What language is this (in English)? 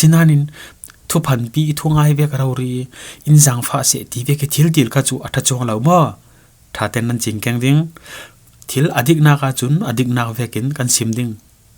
Falam Chin